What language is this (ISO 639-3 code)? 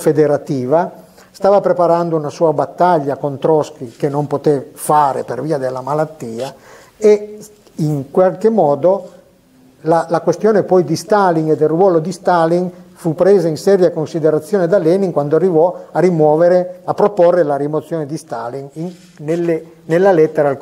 ita